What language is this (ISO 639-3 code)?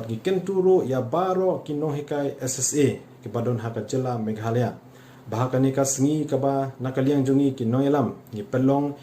kha